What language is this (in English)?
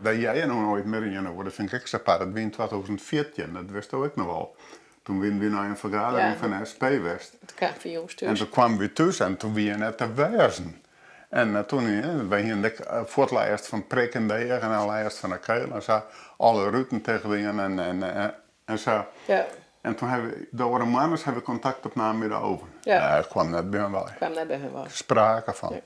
Western Frisian